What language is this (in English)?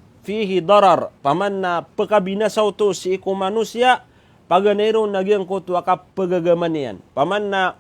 Maranao